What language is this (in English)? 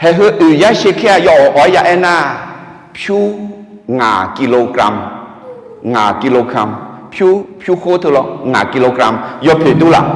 Akha